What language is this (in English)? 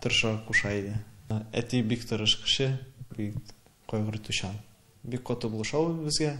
Tatar